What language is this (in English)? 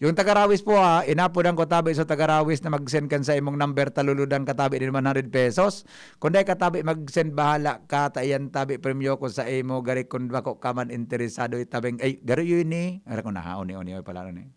Bikol